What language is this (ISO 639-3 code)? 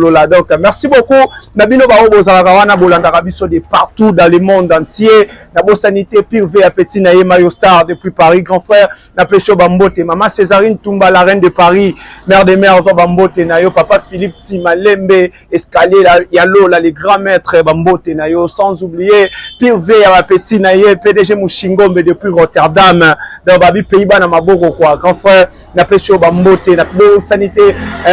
lin